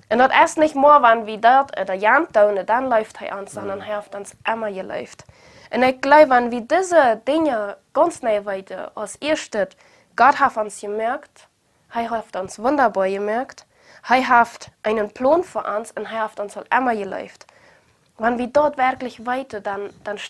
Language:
Plautdietsch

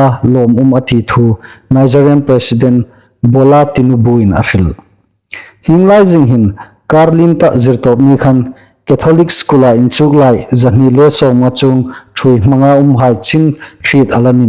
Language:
Hmar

